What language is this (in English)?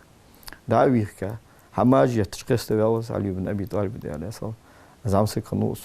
Ingush